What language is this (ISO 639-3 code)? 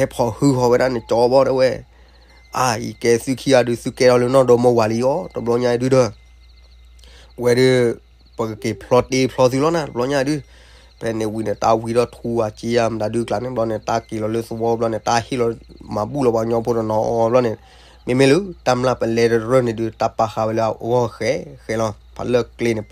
ksw